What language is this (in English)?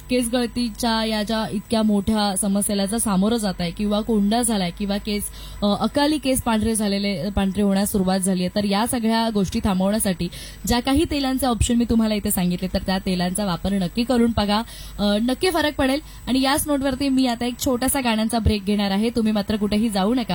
Marathi